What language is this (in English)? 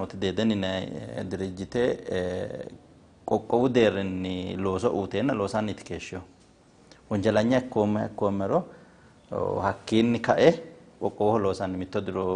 Sidamo